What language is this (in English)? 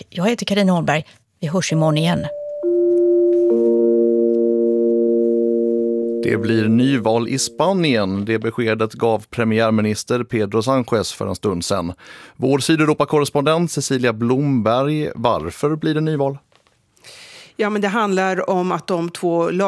Swedish